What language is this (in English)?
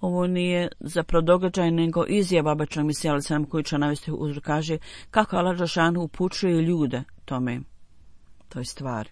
Bosnian